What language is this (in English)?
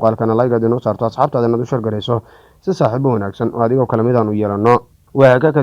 Somali